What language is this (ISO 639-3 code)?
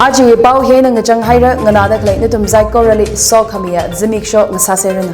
nmf